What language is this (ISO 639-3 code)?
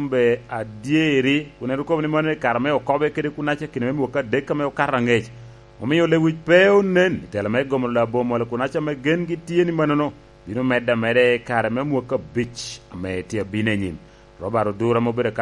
laj